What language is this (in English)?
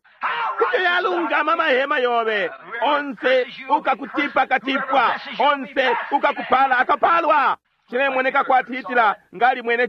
Bemba